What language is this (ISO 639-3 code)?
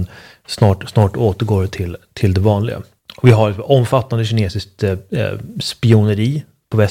swe